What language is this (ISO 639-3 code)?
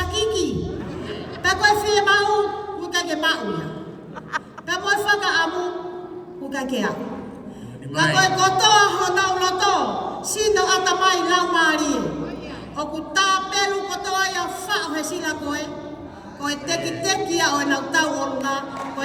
ton